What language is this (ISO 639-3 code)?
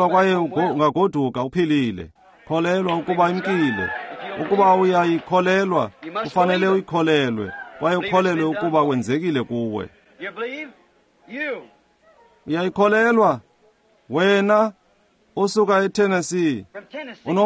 xho